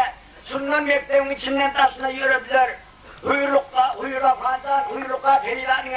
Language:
Turkmen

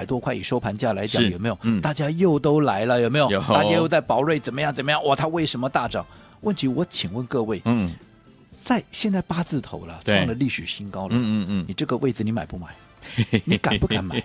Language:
Chinese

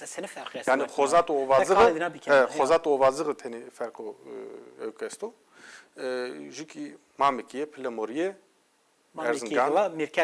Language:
Zaza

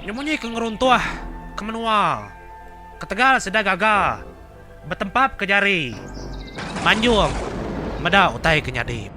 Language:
Iban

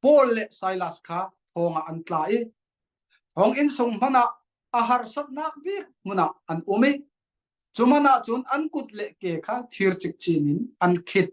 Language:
Falam Chin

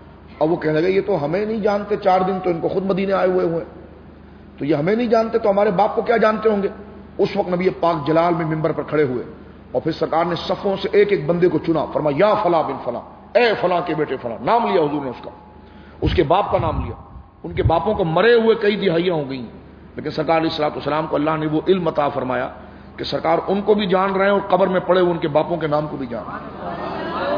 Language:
Urdu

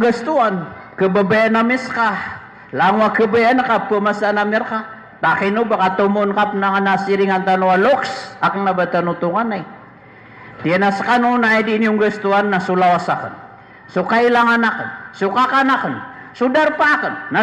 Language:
Maranao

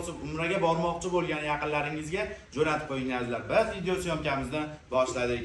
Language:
Uzbek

